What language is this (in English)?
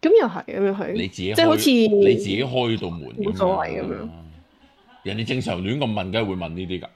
Cantonese